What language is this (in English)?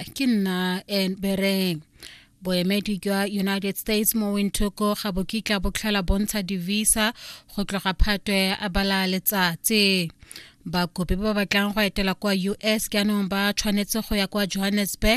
Tswana